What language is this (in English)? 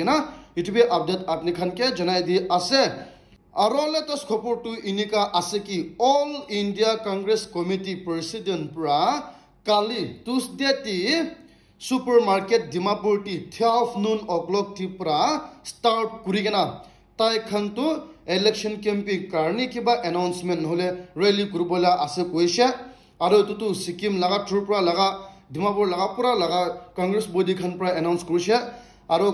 Naga Pidgin